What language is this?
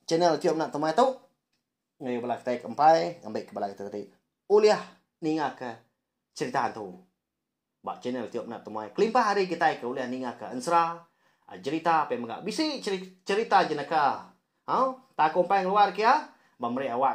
Iban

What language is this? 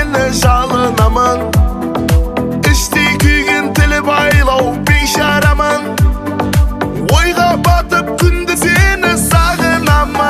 Kazakh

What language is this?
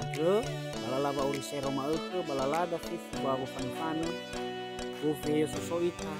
Nias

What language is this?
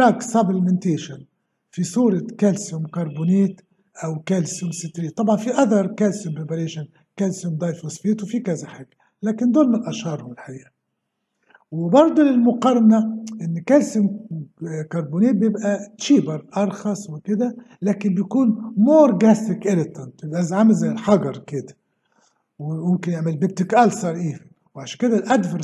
Egyptian Arabic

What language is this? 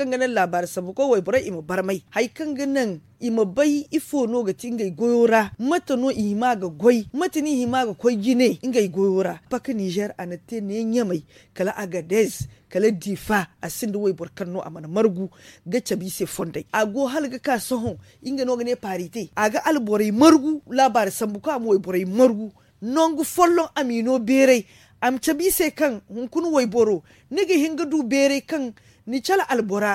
Zarma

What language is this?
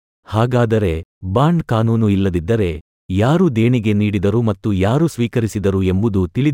Kannada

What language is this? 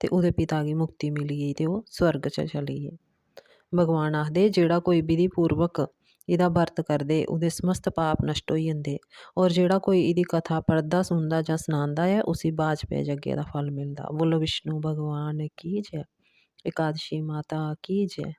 Dogri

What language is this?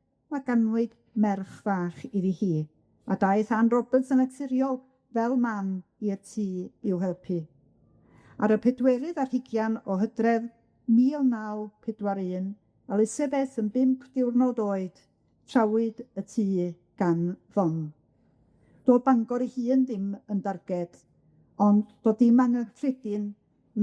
Welsh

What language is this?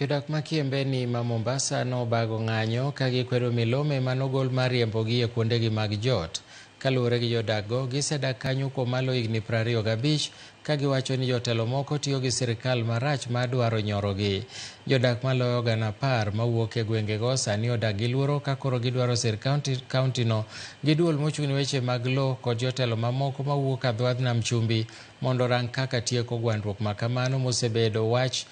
Luo (Kenya and Tanzania)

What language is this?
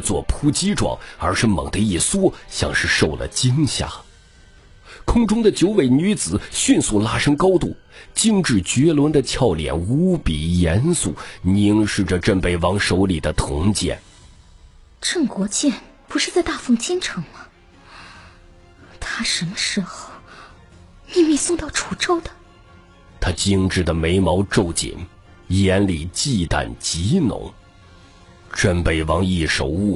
Chinese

